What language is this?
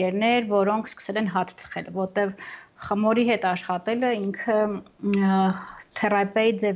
Armenian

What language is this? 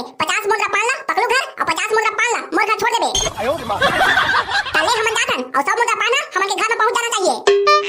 Chhattisgarhi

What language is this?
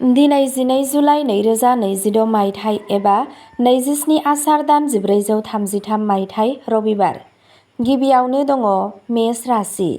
Bodo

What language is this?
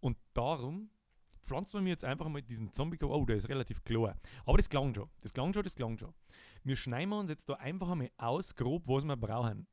Bavarian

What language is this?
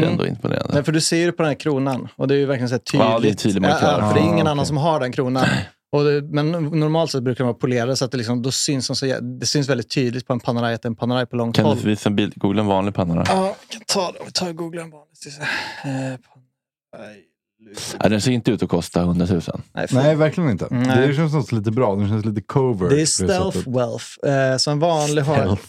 Swedish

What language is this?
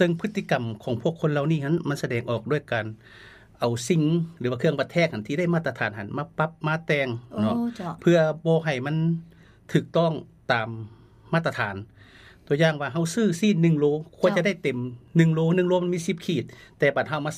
Lao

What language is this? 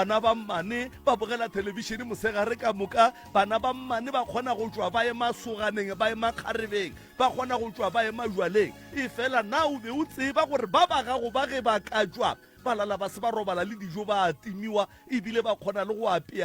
Northern Sotho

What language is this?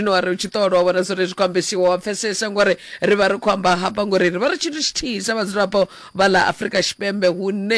Venda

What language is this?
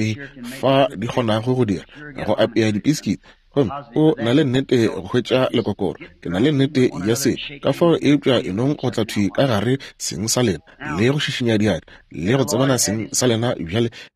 Northern Sotho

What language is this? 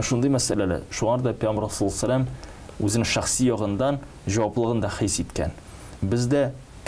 Tatar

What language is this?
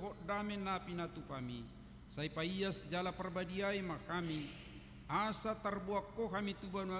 Batak Toba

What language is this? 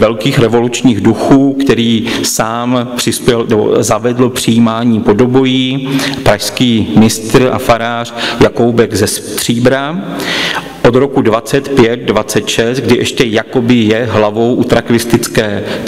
Czech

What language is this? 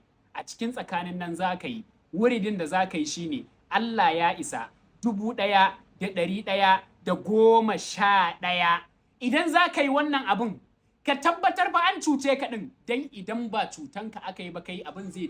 Hausa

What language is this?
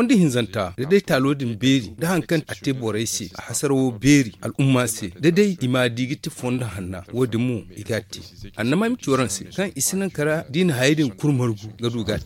Zarma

